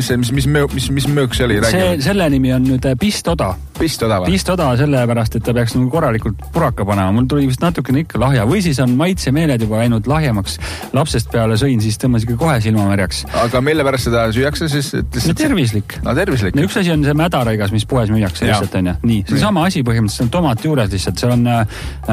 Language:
Estonian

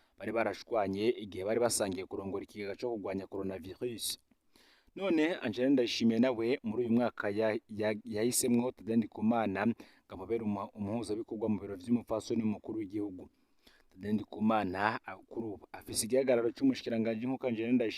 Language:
Rundi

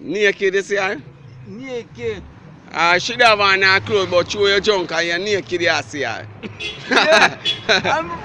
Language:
Jamaican Creole English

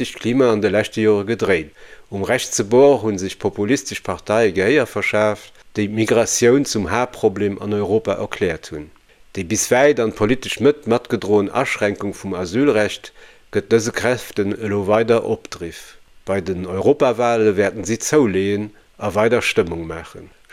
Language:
Luxembourgish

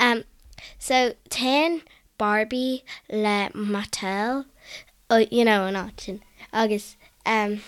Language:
Irish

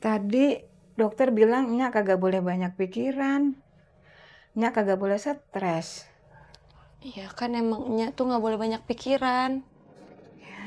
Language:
Betawi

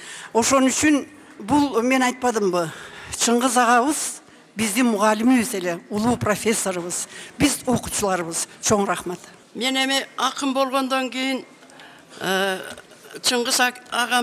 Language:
Kyrgyz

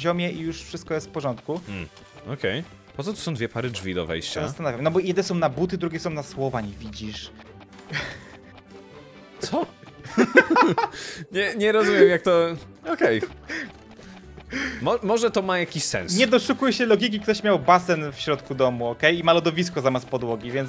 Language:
Polish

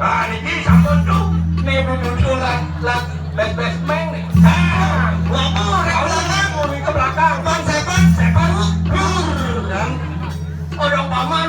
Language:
Balinese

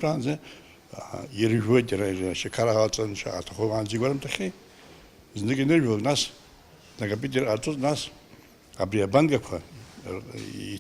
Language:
Abkhazian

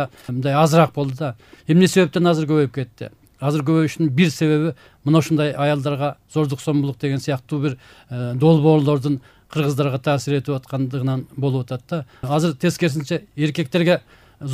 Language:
Kyrgyz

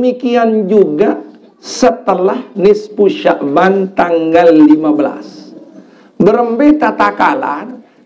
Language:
Sasak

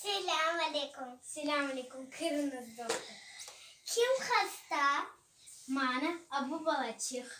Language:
Crimean Tatar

